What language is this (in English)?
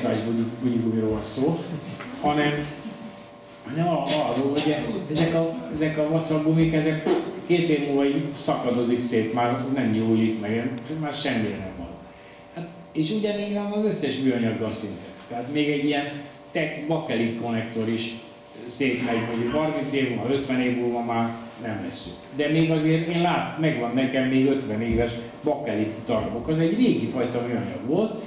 Hungarian